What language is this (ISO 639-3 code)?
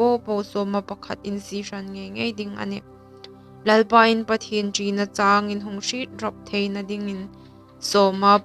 hmr